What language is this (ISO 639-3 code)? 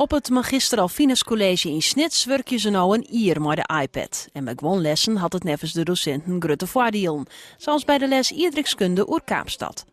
fry